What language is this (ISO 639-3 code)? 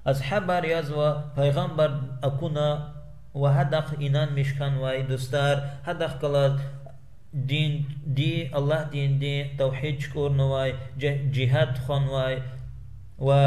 lez